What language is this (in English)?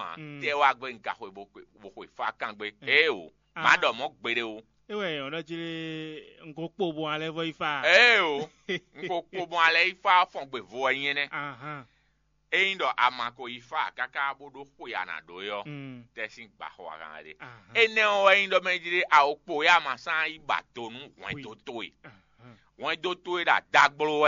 Fon